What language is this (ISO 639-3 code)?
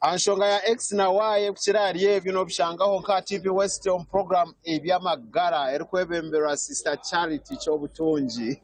nyn